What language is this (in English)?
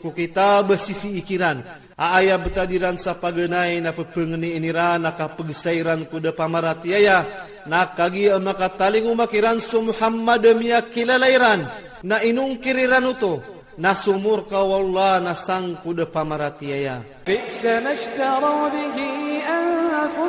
Iranun (Philippines)